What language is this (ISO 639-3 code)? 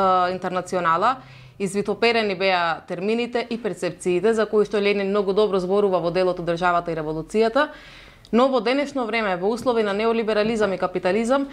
mkd